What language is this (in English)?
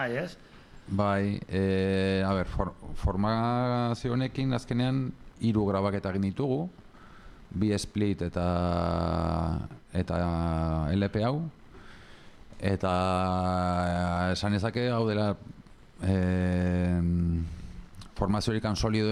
Basque